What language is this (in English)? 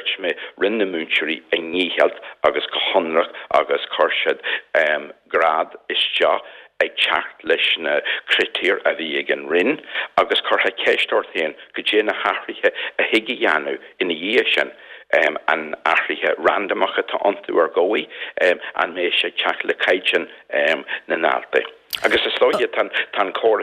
Irish